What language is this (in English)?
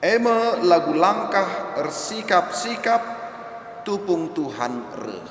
Batak Karo